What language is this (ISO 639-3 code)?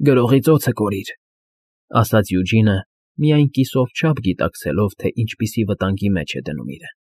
hye